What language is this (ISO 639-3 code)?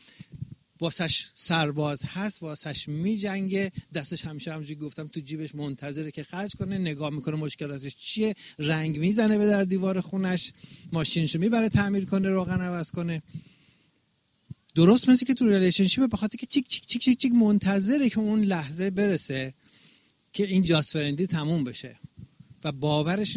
fas